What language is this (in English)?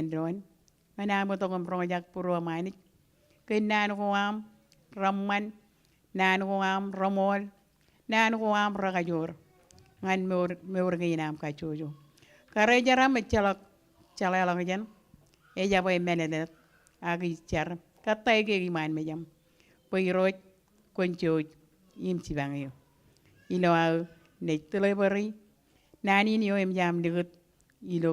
Marshallese